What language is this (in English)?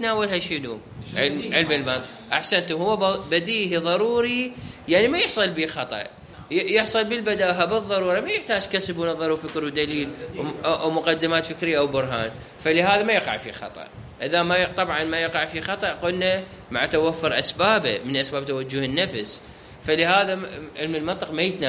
Mesopotamian Arabic